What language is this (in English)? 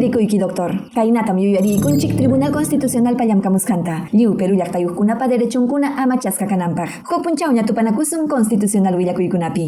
Ayacucho Quechua